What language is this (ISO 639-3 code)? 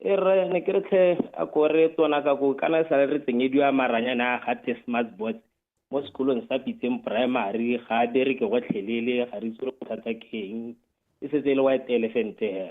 tsn